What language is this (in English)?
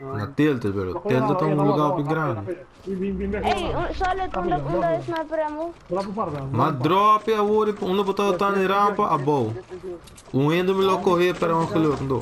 Papiamento